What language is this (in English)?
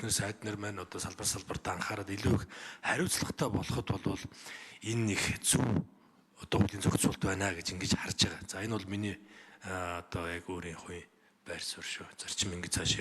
Mongolian